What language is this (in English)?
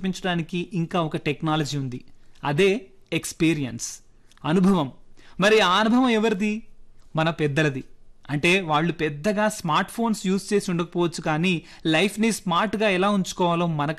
Telugu